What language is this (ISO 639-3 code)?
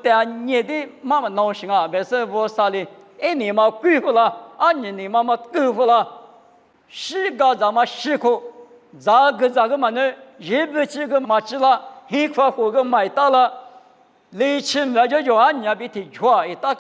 lis